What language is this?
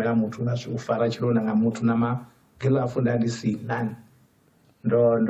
Venda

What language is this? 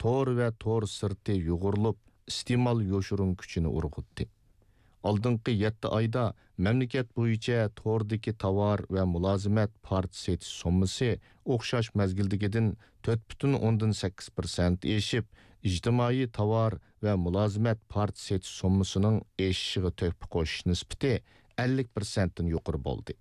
Uyghur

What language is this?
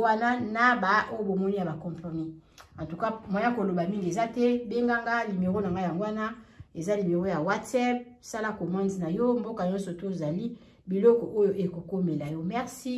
Lingala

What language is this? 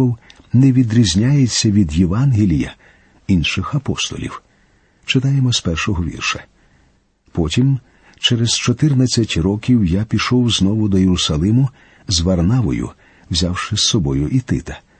Ukrainian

